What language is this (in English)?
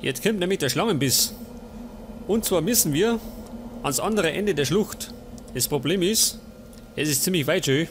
Bavarian